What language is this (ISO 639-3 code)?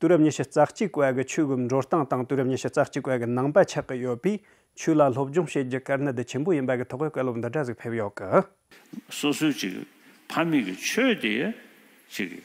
bod